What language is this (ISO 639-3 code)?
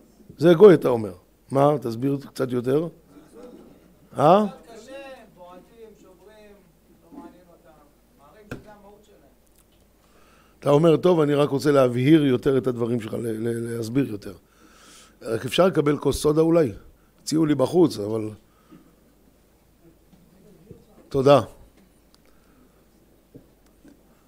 heb